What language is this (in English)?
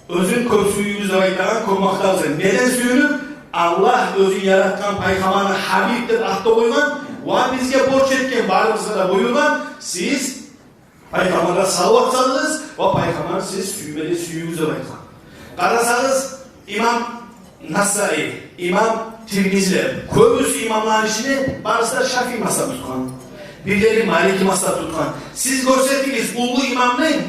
Kumyk